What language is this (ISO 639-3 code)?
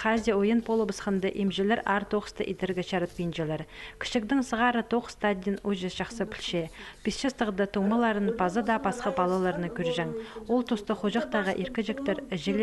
kjh